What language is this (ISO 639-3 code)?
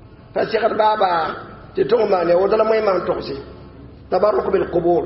mos